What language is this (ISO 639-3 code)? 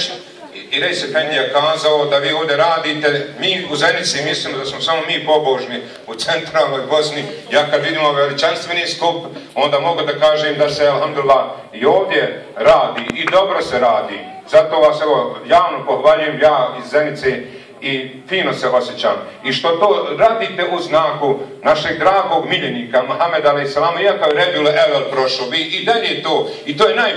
bos